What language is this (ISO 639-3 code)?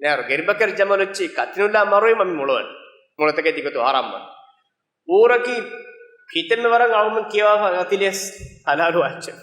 div